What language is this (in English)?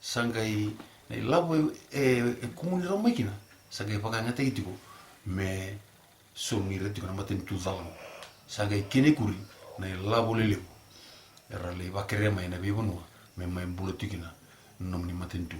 Fijian